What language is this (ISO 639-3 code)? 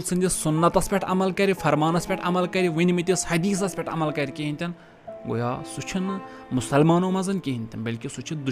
kas